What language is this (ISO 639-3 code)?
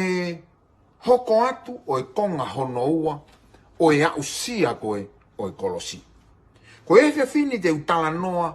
ton